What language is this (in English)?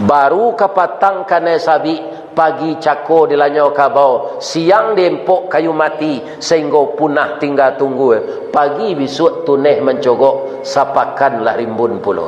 Minangkabau